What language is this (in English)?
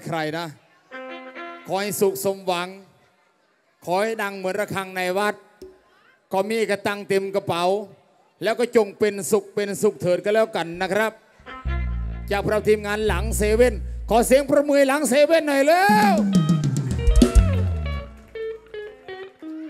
Thai